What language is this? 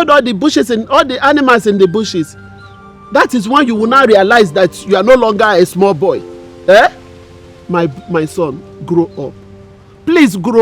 Nigerian Pidgin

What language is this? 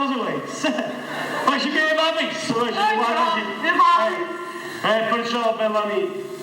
Neapolitan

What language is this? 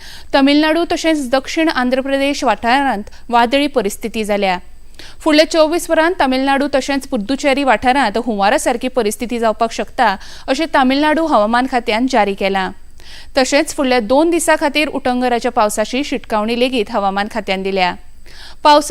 Konkani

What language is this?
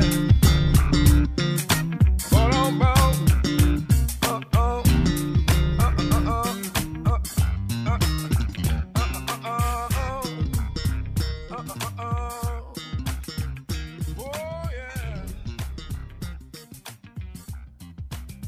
Estonian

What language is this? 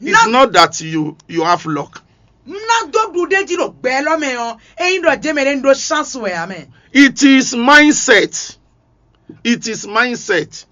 Fon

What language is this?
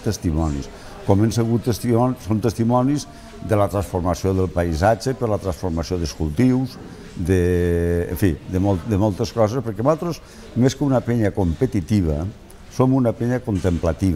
Catalan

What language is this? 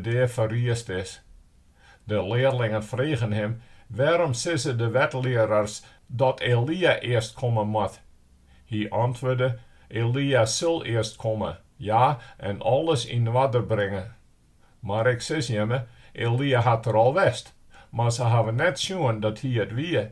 Western Frisian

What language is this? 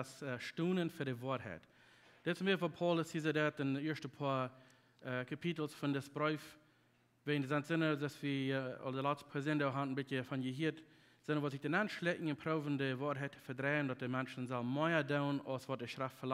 Plautdietsch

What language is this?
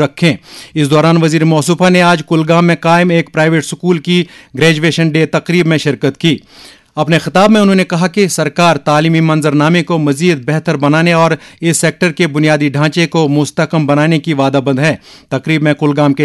Urdu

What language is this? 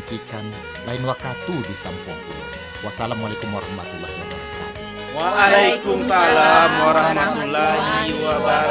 Minangkabau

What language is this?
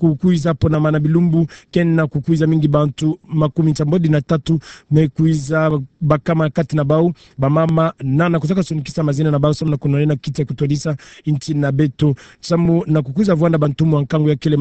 Kituba (Democratic Republic of Congo)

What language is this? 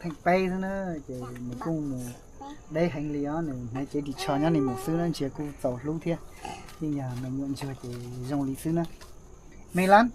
Hmong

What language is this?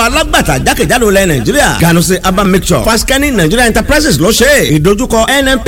Yoruba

